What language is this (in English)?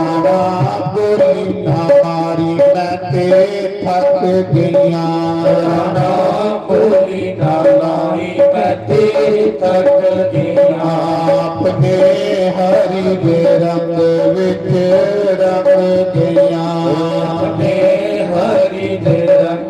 Dogri